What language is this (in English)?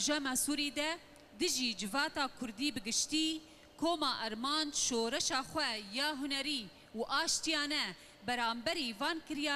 Kurdish